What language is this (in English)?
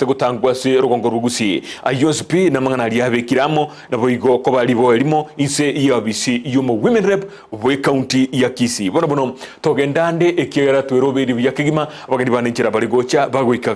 Gusii